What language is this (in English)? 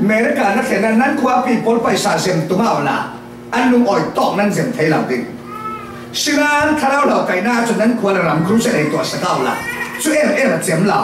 Falam Chin